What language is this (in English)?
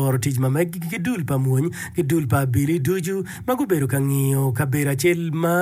Acoli